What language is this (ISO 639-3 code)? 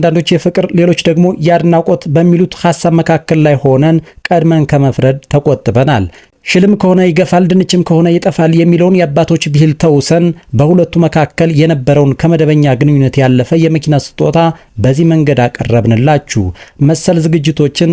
amh